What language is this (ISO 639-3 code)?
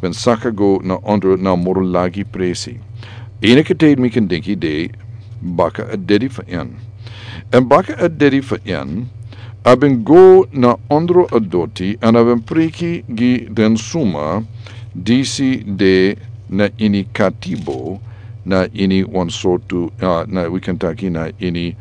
srn